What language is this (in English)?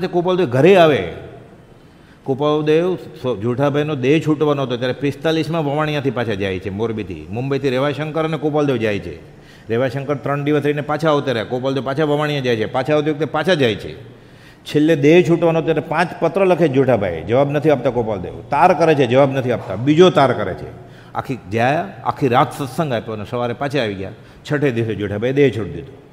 Gujarati